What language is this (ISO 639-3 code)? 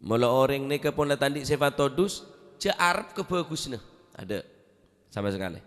mad